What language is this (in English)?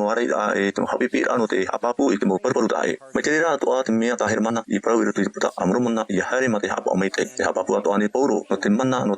Tahitian